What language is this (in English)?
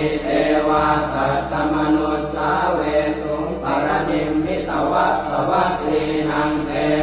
Pali